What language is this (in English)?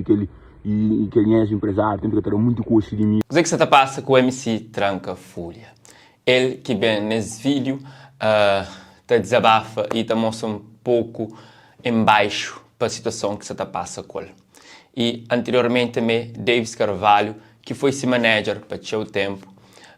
Kabuverdianu